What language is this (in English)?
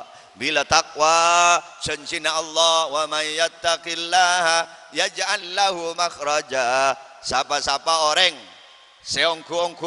Madurese